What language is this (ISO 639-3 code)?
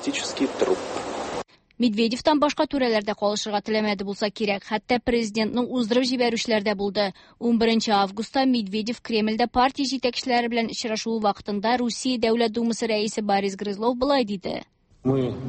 tat